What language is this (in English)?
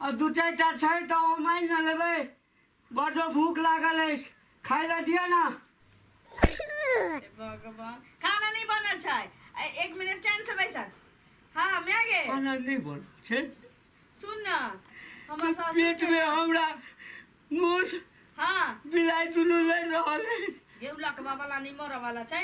Maithili